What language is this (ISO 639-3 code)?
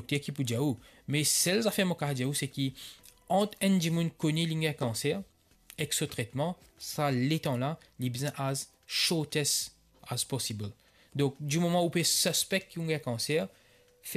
mfe